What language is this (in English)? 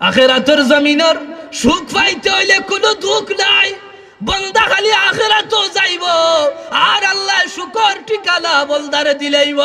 Sylheti